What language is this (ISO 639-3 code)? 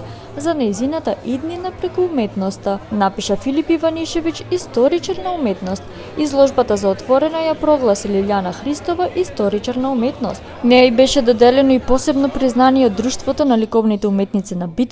mkd